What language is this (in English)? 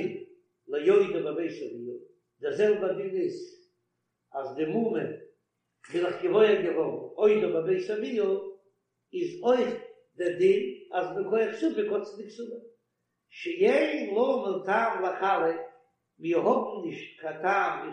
Yiddish